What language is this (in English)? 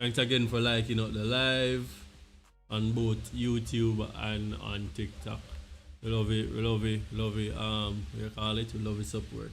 Jamaican Creole English